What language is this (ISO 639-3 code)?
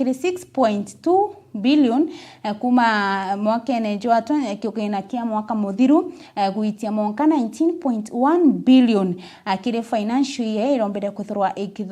mer